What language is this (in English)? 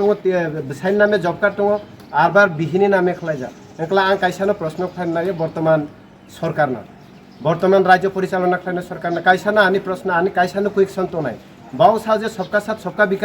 Kok Borok